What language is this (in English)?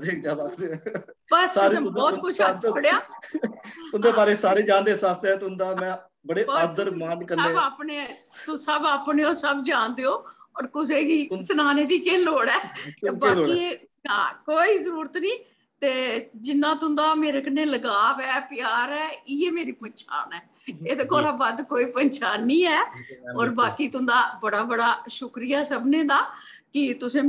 Dogri